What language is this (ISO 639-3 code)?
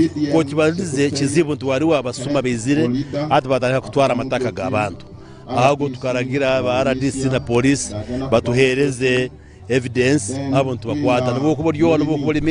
nyo